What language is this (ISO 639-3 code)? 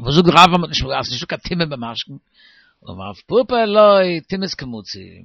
yid